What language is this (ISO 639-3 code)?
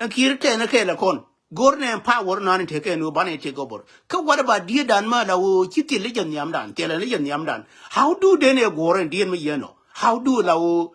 nus